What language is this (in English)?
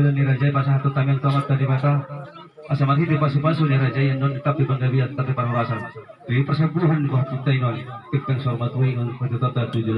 Batak Toba